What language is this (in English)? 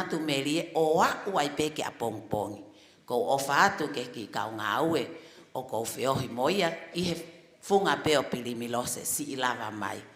Tongan